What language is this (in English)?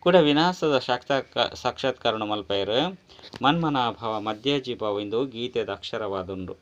Tulu